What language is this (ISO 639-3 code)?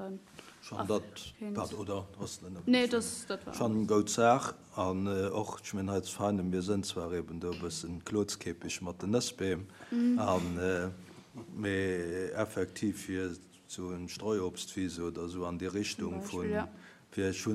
ltz